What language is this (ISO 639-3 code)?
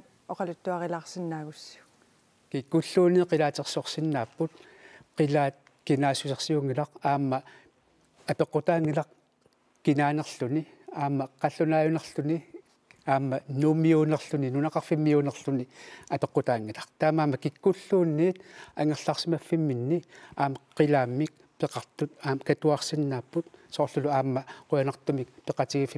kal